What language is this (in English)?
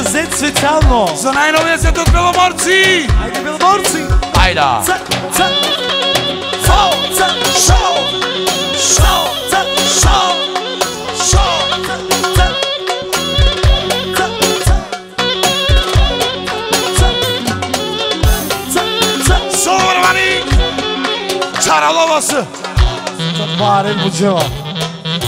Bulgarian